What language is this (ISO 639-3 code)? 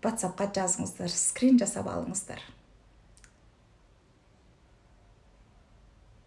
kaz